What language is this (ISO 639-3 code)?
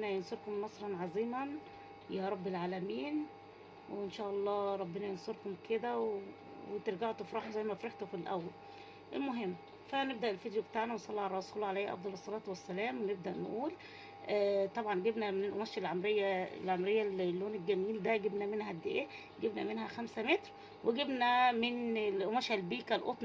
arz